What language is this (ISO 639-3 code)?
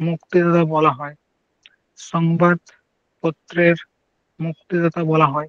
sat